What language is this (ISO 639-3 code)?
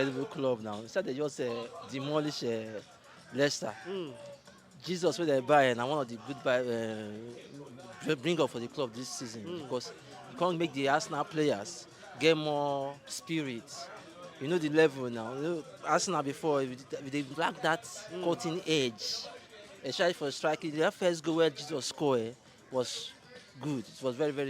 pcm